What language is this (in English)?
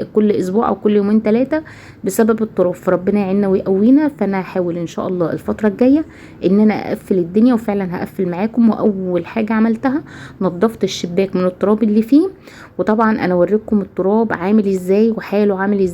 Egyptian Arabic